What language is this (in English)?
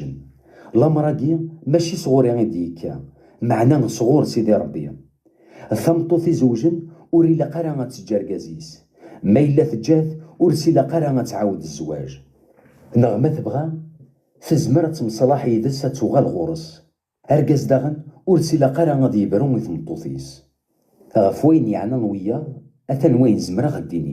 Kabyle